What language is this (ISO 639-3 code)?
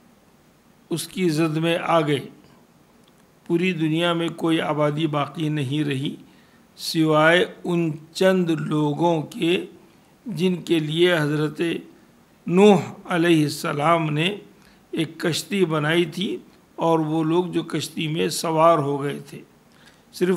urd